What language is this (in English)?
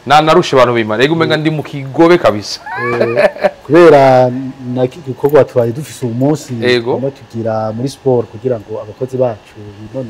Rundi